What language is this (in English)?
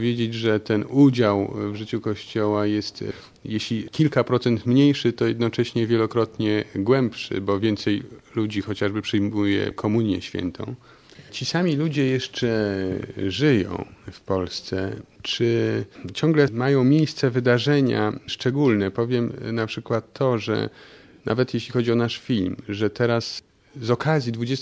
Polish